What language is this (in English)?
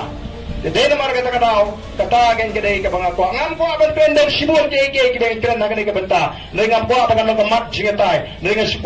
Khasi